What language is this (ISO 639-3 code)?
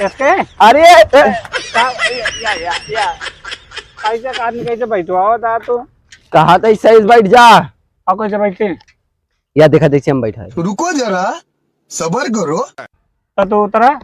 awa